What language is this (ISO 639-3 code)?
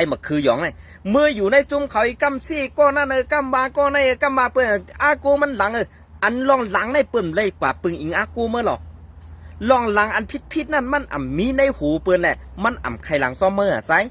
shn